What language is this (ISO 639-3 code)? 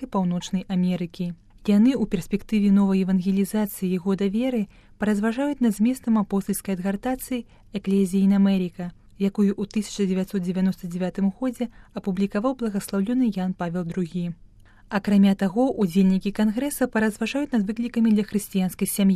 bel